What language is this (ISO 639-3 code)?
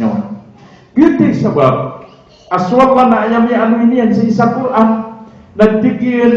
mrw